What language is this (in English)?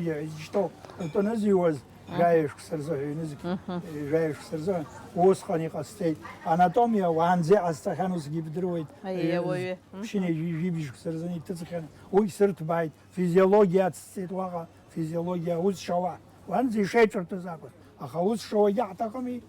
Abkhazian